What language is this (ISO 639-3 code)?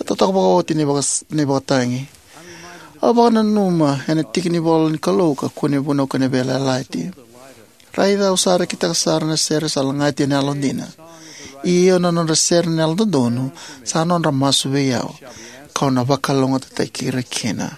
fij